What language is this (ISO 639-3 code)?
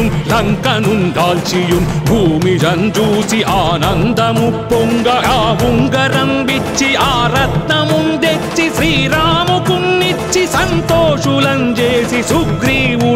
tel